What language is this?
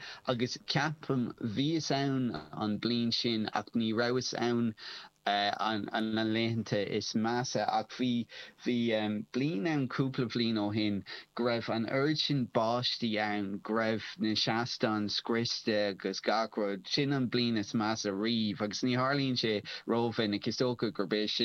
Irish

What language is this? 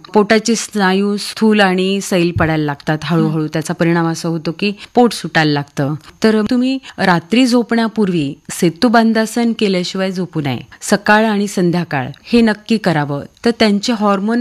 Marathi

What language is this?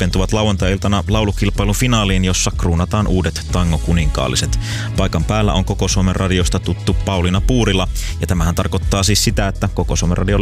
Finnish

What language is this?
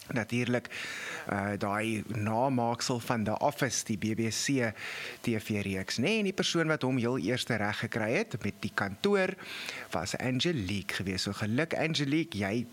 Afrikaans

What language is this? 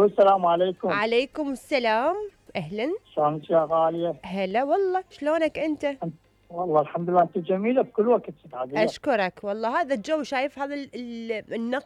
Mesopotamian Arabic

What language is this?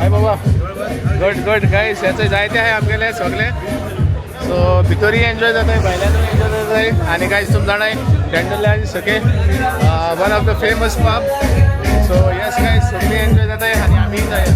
Konkani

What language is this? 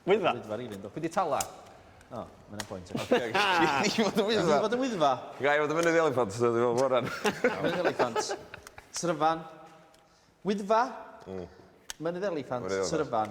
Welsh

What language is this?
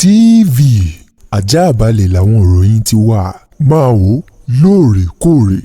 Yoruba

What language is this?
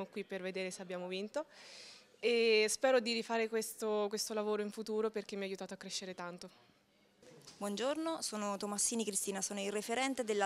Italian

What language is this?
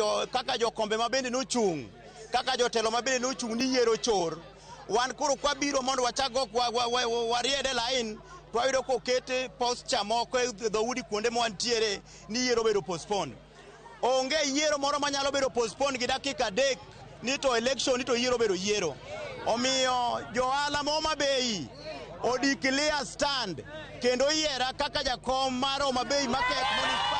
Luo (Kenya and Tanzania)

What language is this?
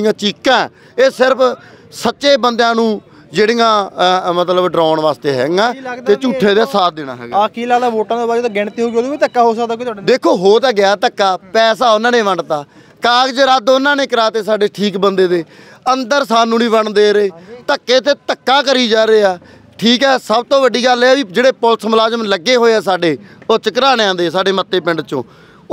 Punjabi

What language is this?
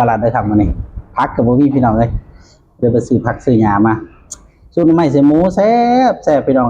Northeastern Thai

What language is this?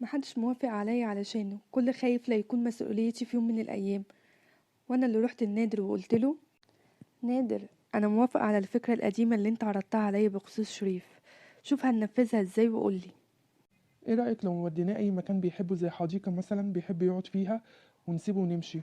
Egyptian Arabic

